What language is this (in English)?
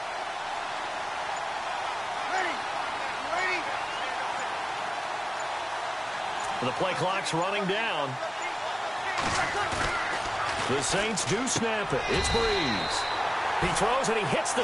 English